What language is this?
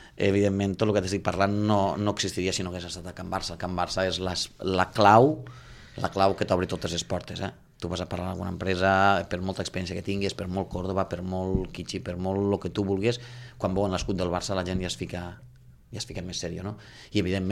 Catalan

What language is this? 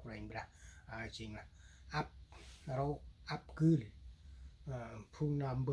Central Mnong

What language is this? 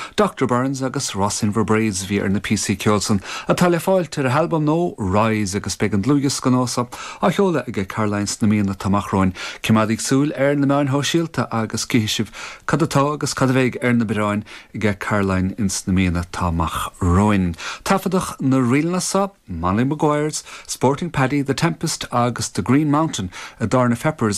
Irish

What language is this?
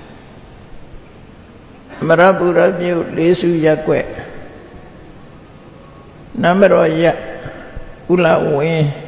Burmese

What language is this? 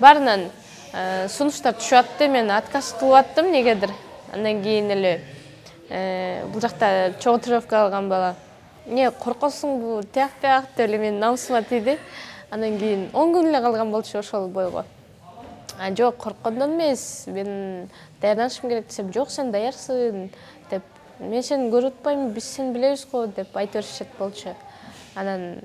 Kyrgyz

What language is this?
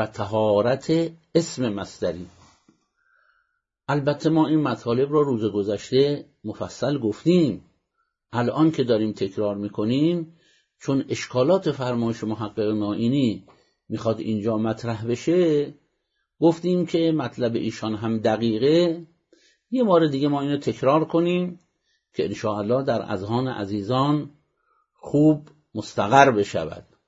Persian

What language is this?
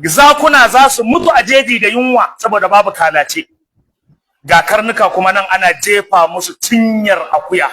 Hausa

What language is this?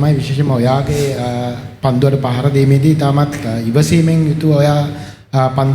Sinhala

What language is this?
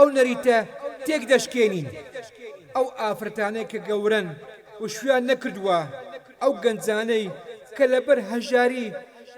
Central Kurdish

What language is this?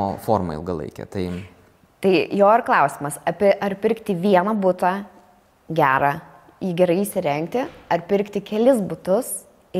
Lithuanian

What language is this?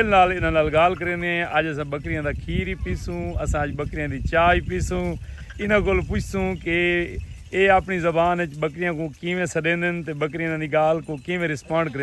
Saraiki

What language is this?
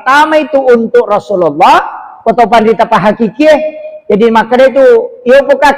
Buginese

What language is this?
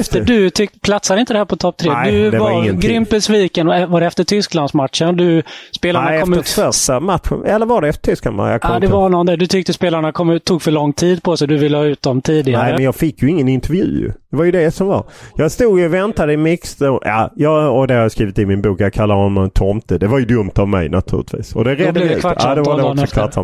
Swedish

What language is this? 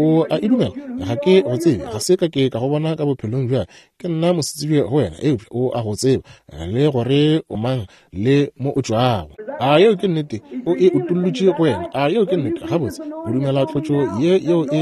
Northern Sotho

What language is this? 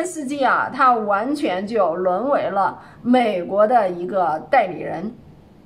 Chinese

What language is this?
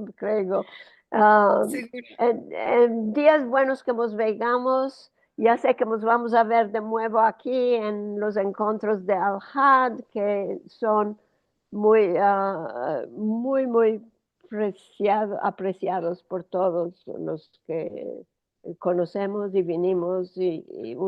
Ladino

